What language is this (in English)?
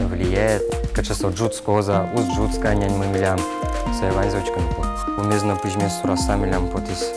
Udmurt